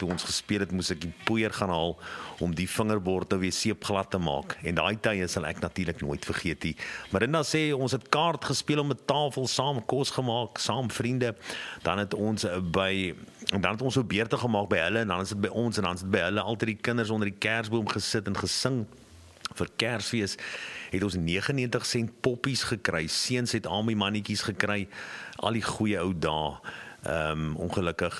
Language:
Afrikaans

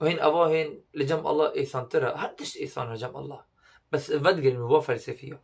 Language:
Kurdish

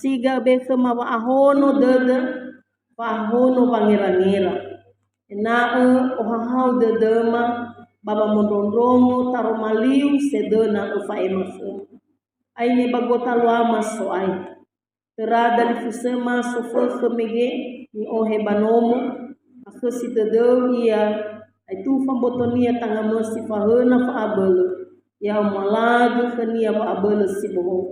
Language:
Nias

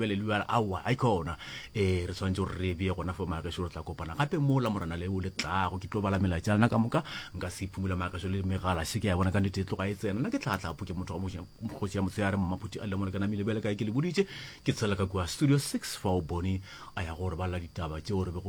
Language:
Northern Sotho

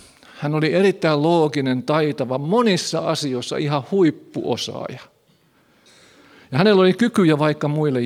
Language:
Finnish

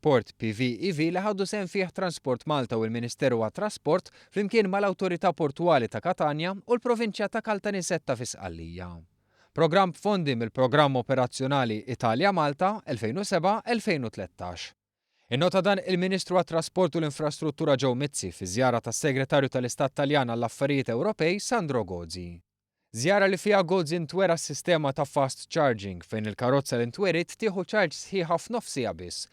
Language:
Maltese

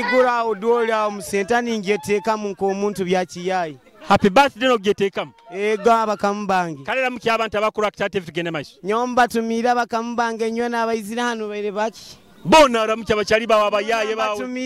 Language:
Nyoro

